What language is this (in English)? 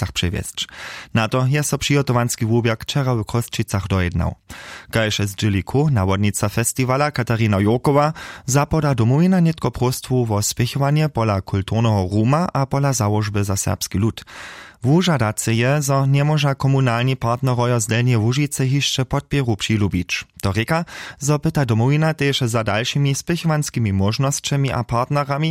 Upper Sorbian